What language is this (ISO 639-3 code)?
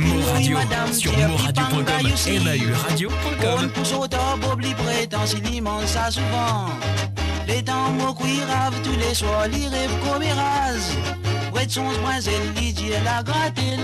mfe